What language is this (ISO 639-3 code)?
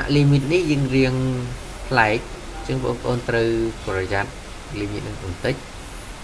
khm